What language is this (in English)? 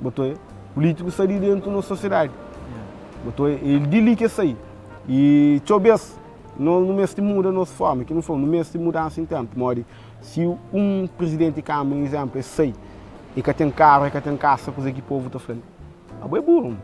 Kabuverdianu